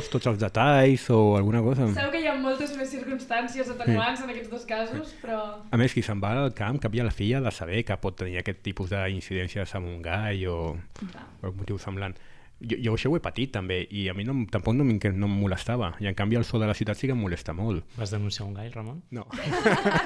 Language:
Catalan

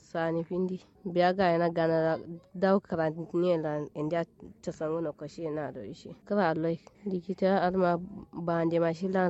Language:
Kanuri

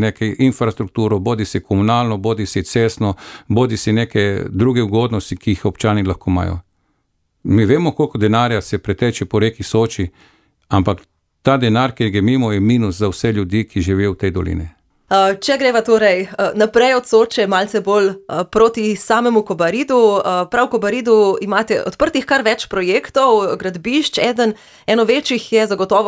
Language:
Slovenian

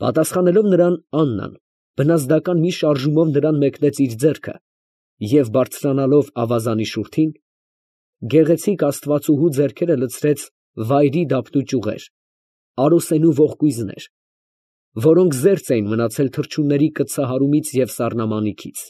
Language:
Armenian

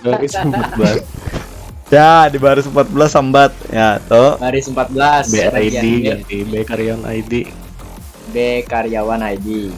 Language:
Banjar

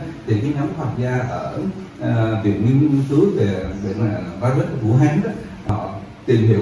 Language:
Vietnamese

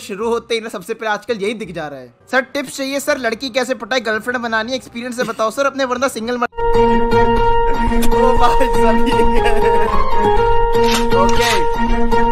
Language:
Hindi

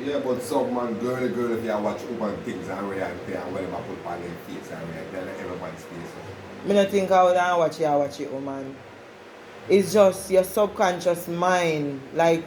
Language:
Jamaican Creole English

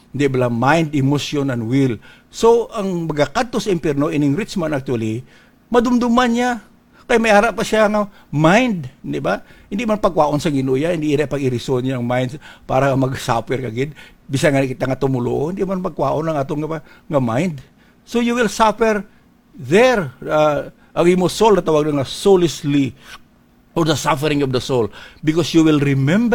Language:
Hiligaynon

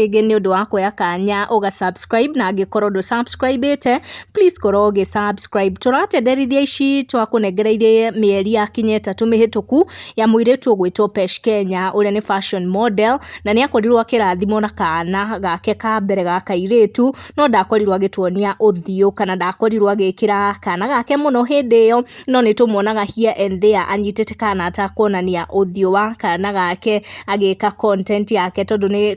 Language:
Kikuyu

